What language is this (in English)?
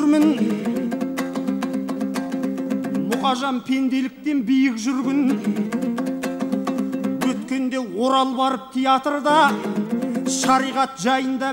Kazakh